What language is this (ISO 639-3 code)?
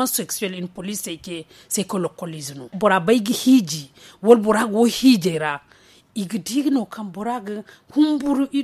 dje